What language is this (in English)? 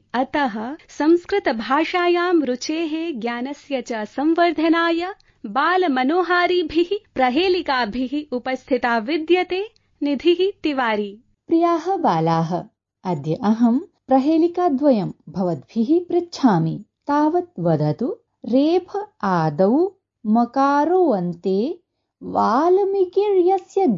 Sanskrit